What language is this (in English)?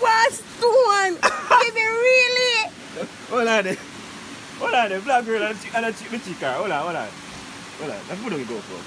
Jamaican Creole English